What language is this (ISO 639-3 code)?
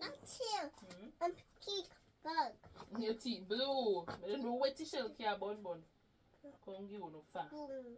jam